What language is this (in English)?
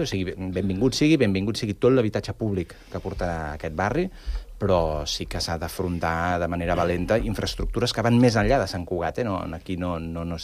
Catalan